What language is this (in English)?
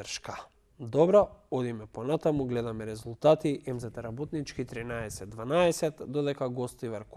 Macedonian